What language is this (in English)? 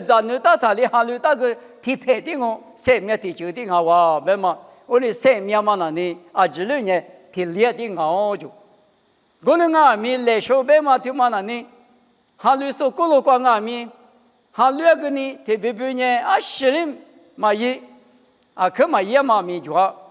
Lisu